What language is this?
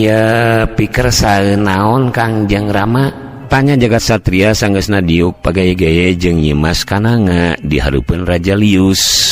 Sundanese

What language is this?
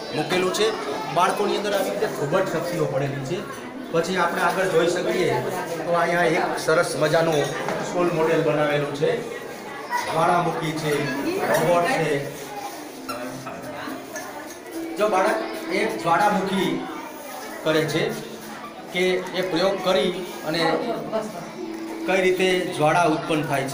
Gujarati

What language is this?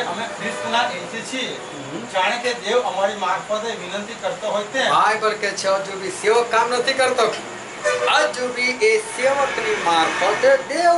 Gujarati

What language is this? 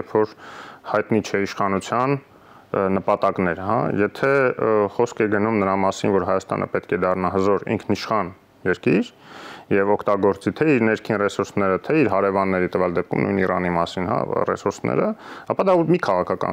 Armenian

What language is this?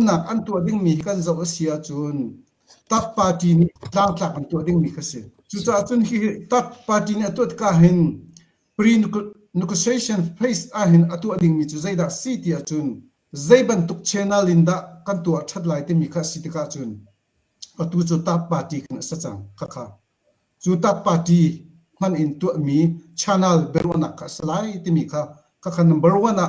Hakha Chin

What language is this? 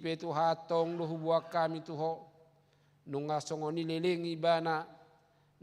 Batak Toba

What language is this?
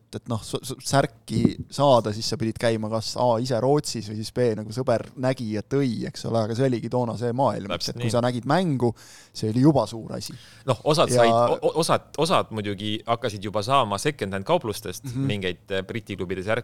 Estonian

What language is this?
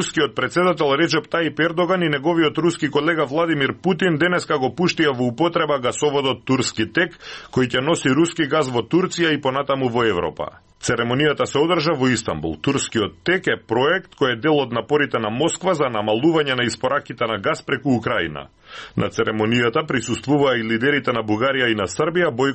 Macedonian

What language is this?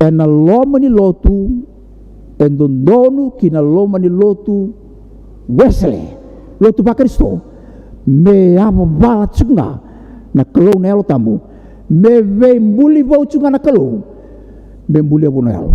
Fijian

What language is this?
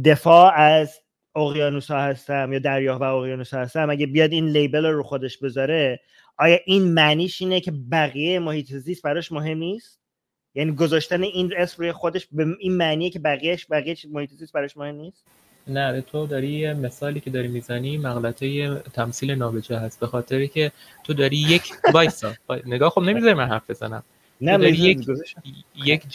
Persian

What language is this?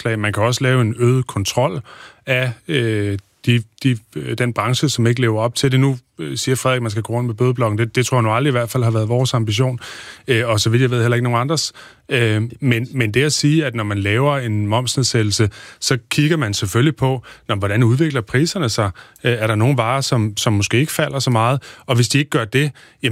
Danish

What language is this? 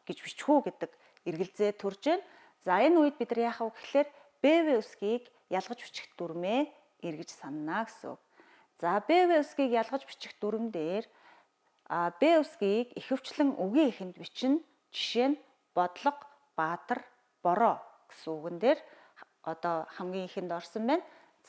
Mongolian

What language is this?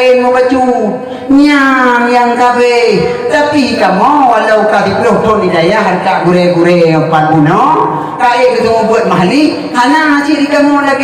Achinese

